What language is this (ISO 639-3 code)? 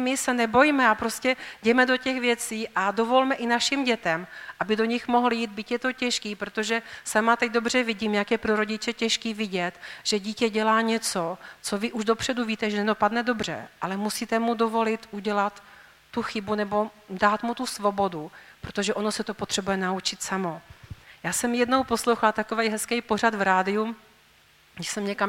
ces